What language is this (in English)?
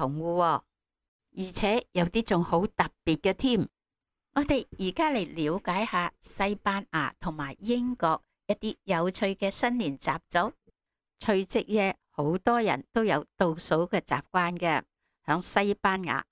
Cantonese